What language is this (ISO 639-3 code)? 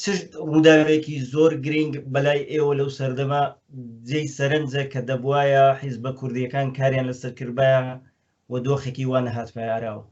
ckb